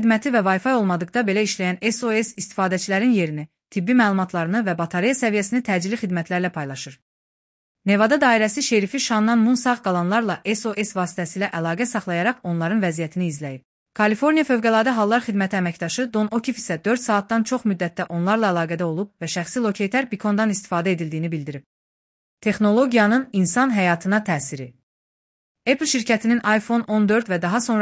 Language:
Azerbaijani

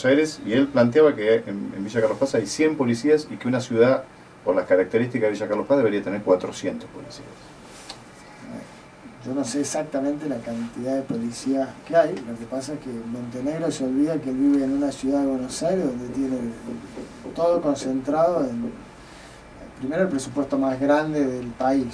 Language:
Spanish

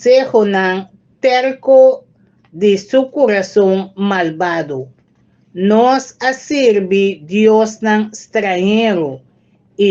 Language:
Papiamento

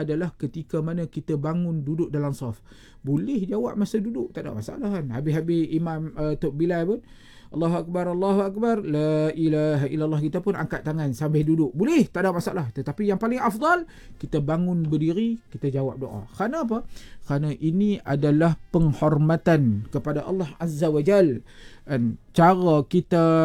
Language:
Malay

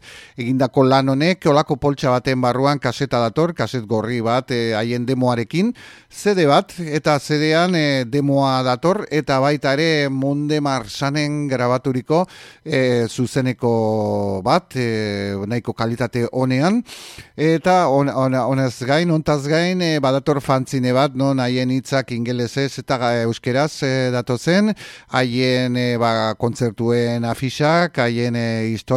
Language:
Basque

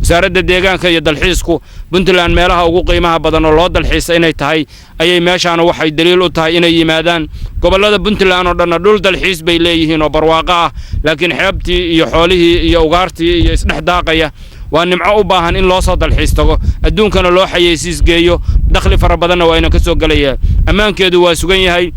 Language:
Somali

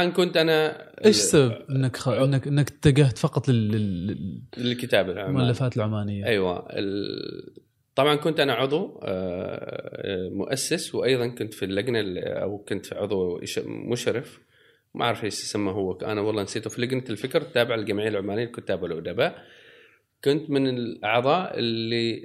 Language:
Gulf Arabic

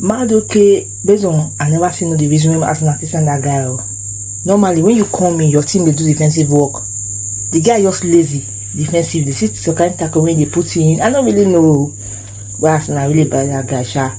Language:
Nigerian Pidgin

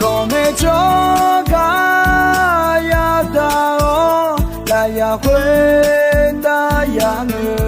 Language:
Akha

